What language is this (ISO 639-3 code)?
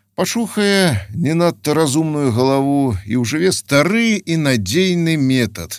bel